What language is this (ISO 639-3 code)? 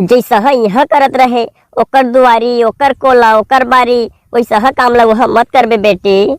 hne